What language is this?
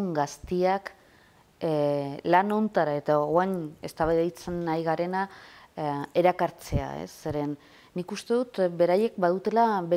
Basque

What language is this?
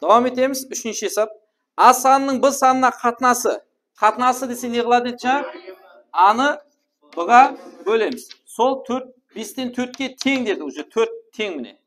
Kara-Kalpak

